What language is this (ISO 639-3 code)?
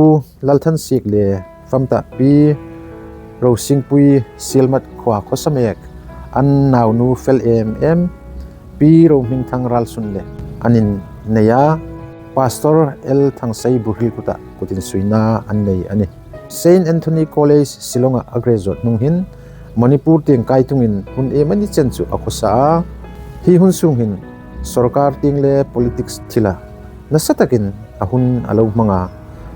hmr